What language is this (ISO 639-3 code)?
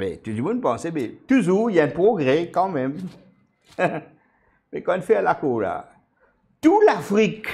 mfe